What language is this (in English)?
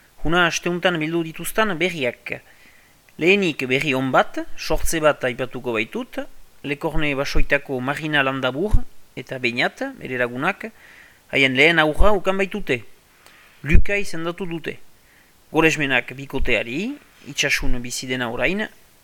Basque